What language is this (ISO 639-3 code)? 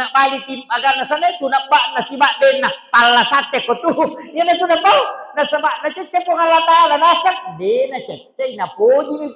bug